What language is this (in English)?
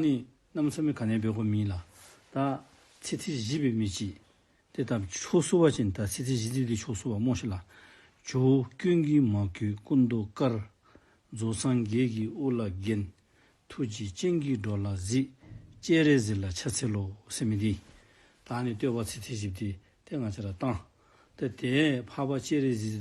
Dzongkha